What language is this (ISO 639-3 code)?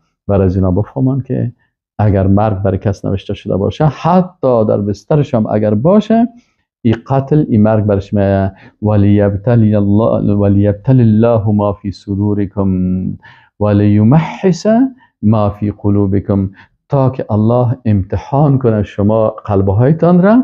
fas